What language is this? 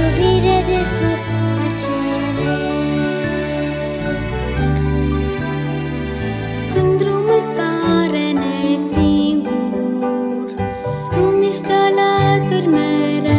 Romanian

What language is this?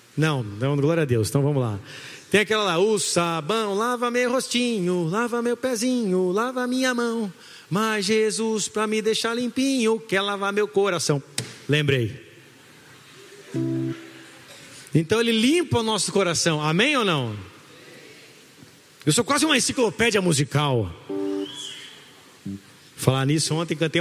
Portuguese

